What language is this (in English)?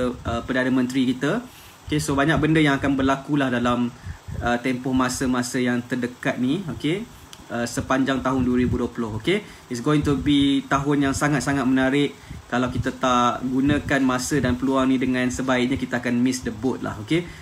Malay